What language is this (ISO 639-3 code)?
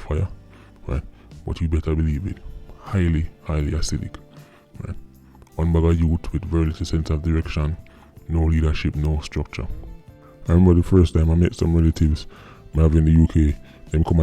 jam